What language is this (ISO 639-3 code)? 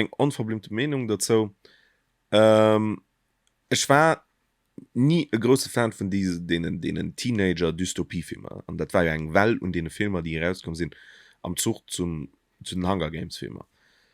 ltz